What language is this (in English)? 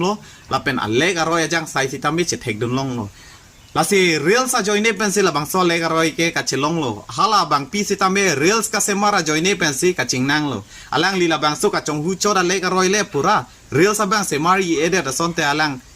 Karbi